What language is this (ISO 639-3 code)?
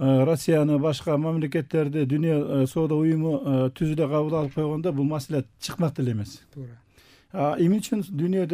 kir